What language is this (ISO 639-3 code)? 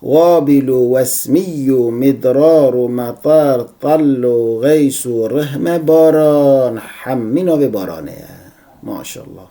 kur